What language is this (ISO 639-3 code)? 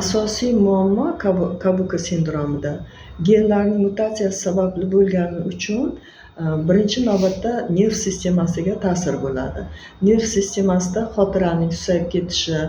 uzb